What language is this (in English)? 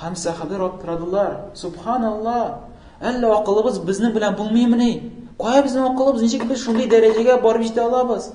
Tatar